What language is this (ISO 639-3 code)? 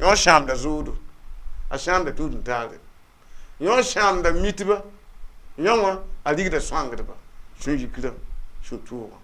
mos